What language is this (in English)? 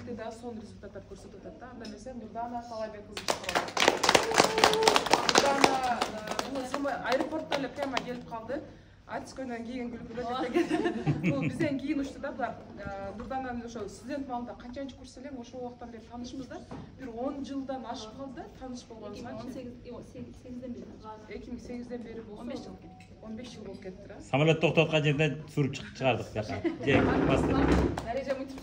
Kyrgyz